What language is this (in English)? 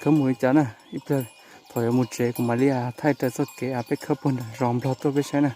Hmong